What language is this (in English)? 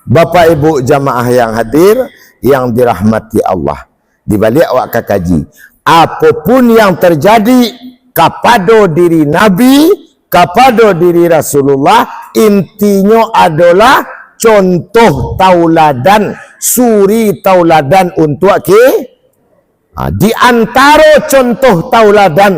Minangkabau